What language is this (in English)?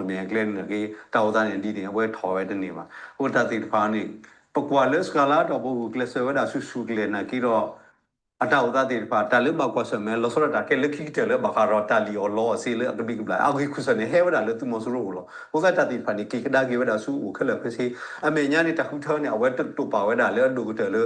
S'gaw Karen